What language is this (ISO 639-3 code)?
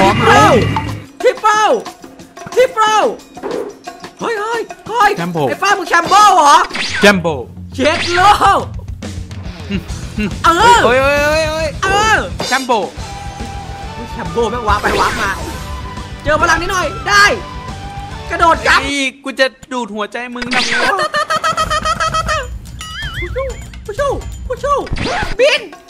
tha